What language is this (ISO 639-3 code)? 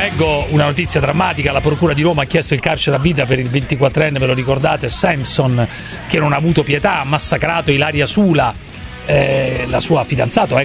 ita